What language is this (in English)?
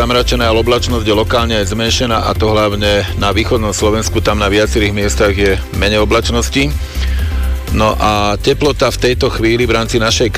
Slovak